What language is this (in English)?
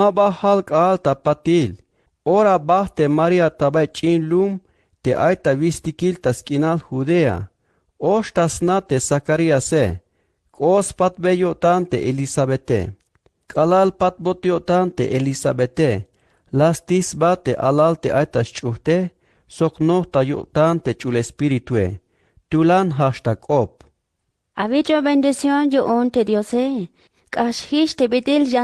Tzeltal